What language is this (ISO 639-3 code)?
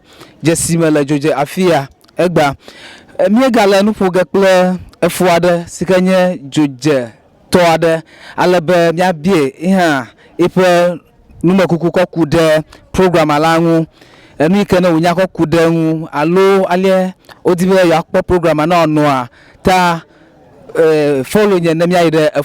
ewe